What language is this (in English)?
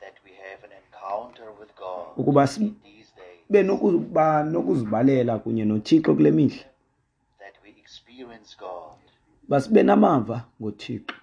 Xhosa